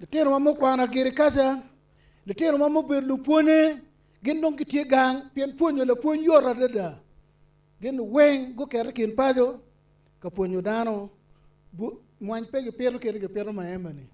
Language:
Acoli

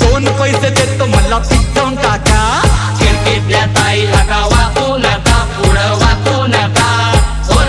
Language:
Marathi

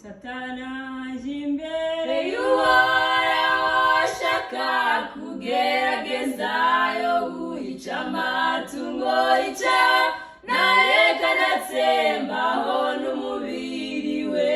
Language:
Kinyarwanda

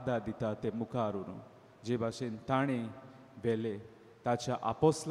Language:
Konkani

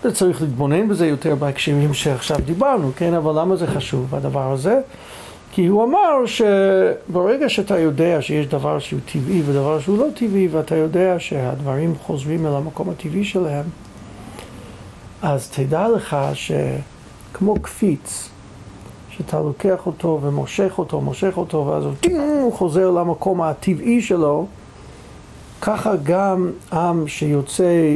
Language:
Hebrew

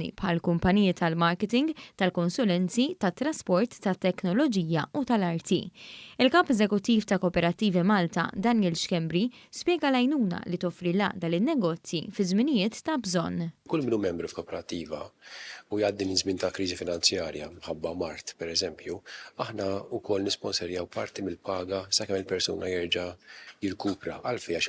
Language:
Maltese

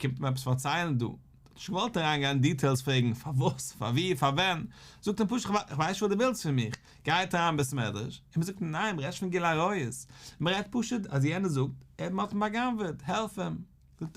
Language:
Yiddish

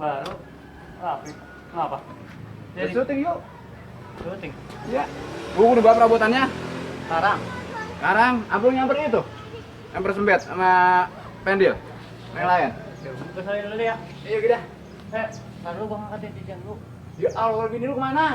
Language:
Betawi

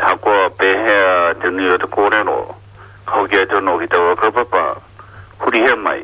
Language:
Māori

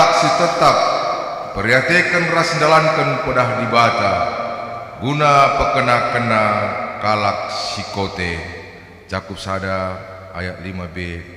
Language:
Batak Karo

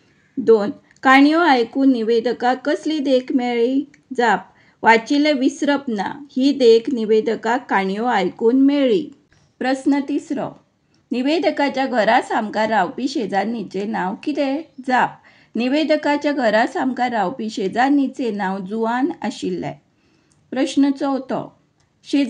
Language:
Konkani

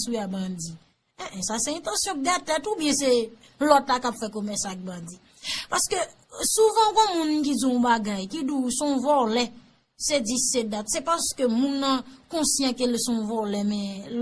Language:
Haitian Creole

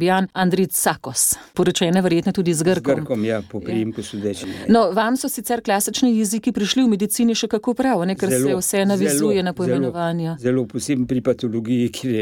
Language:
Slovenian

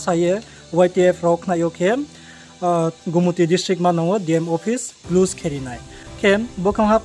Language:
Riang (India)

